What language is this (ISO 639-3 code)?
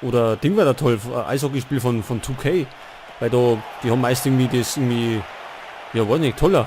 bar